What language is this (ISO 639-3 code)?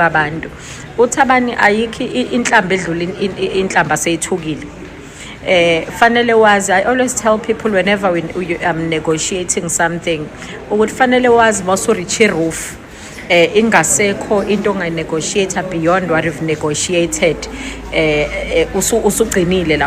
zul